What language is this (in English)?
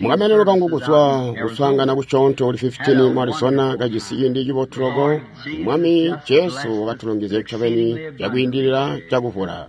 Tonga (Zambia)